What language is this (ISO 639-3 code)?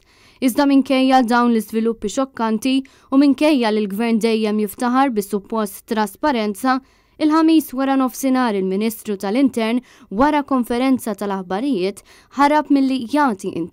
mlt